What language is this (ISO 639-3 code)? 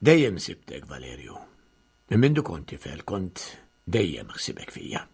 mlt